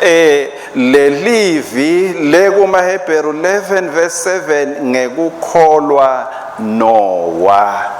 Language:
Swati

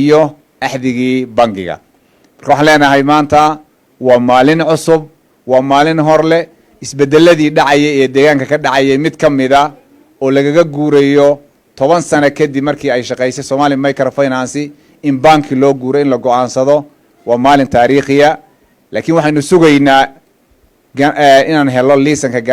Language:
Somali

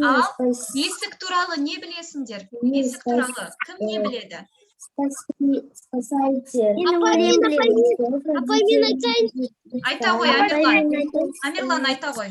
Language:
Kazakh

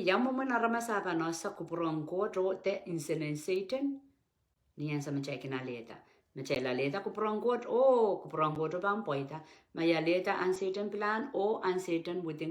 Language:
Pohnpeian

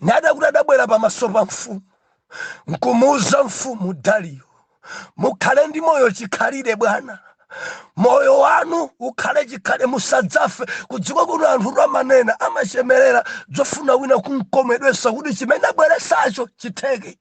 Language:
Nyanja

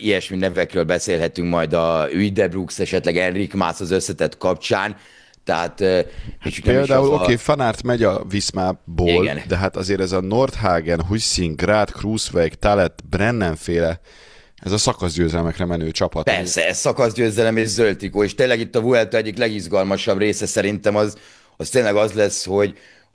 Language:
Hungarian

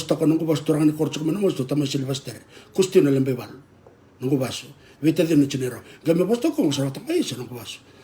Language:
Fijian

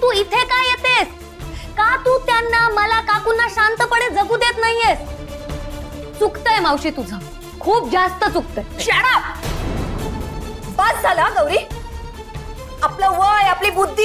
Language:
Marathi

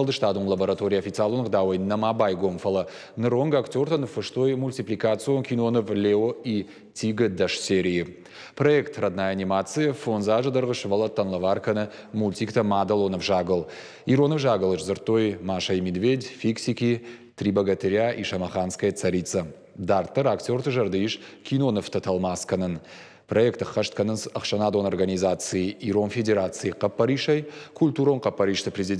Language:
Ossetic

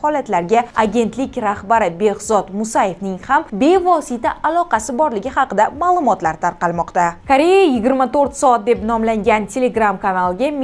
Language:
Uzbek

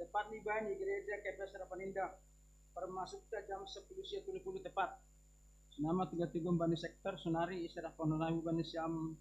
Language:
Batak Simalungun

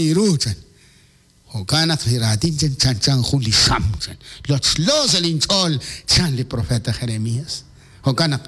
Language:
Kekchí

